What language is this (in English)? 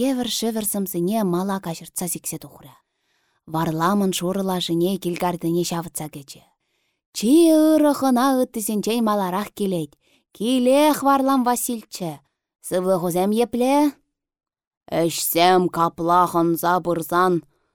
Chuvash